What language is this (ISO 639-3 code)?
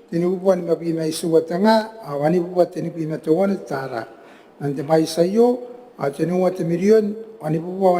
gil